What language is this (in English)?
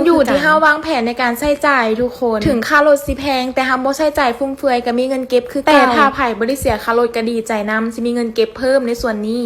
Lao